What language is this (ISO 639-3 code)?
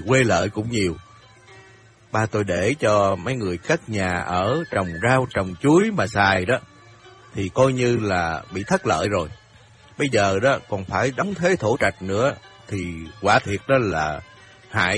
vie